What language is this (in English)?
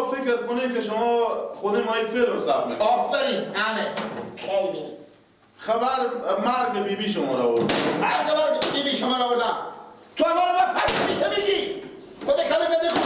Persian